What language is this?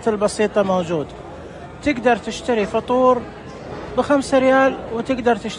Najdi Arabic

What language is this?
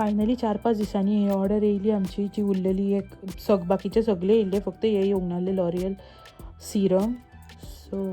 Konkani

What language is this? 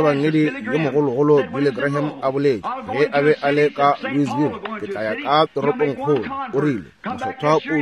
Northern Sotho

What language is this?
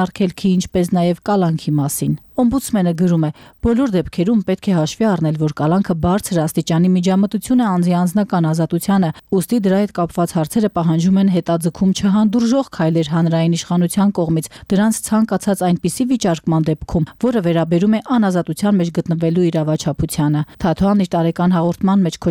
Armenian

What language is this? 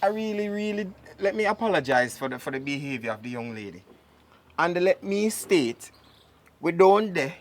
Jamaican Creole English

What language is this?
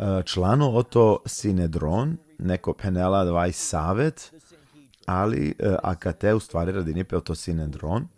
Balkan Romani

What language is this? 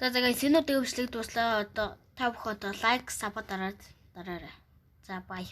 Mongolian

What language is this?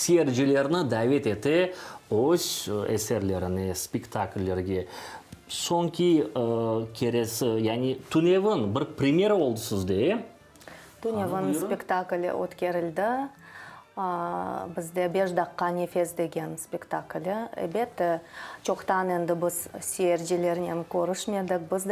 Crimean Tatar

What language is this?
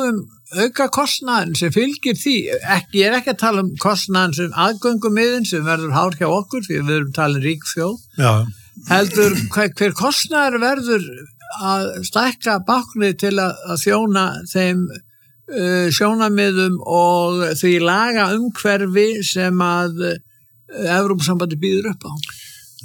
Icelandic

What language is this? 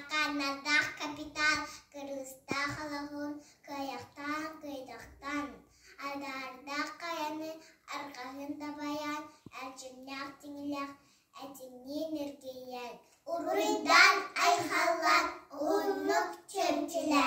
Yakut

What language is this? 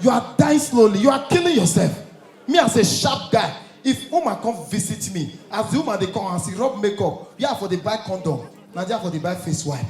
Nigerian Pidgin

